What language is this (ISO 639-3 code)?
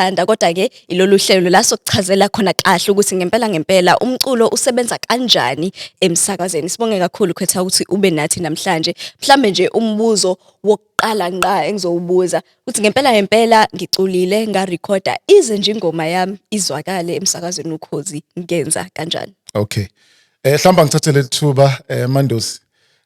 zul